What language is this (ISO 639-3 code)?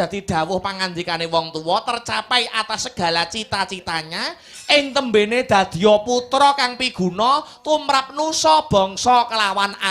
jav